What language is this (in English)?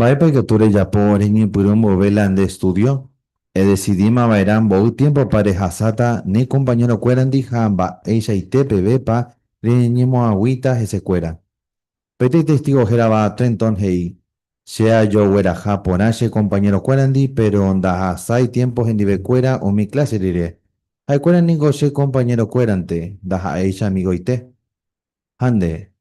Guarani